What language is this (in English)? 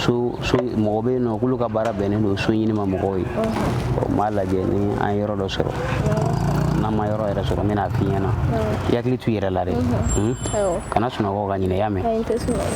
Bambara